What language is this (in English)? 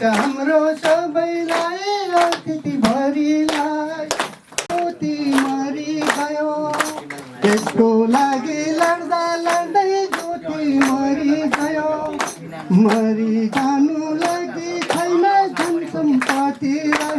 Nepali